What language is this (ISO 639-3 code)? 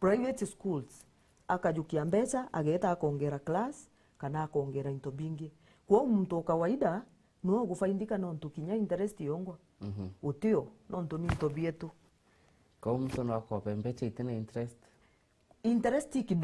mer